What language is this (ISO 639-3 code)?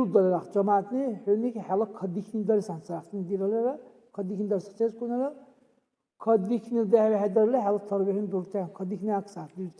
dar